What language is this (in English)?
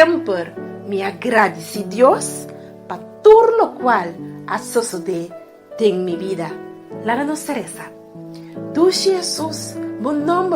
Papiamento